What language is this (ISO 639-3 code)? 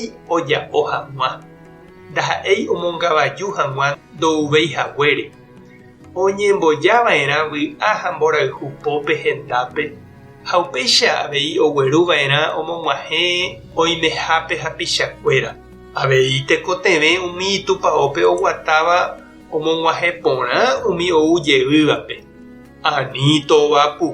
grn